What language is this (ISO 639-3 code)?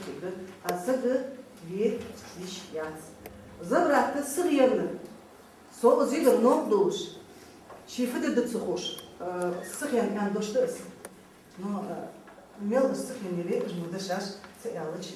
inh